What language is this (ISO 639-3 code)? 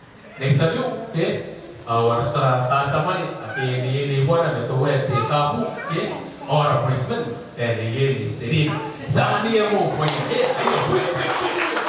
gil